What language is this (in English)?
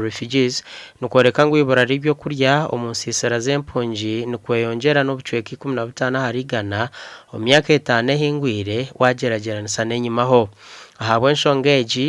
Nyankole